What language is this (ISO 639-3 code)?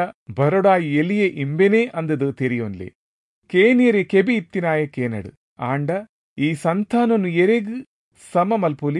tcy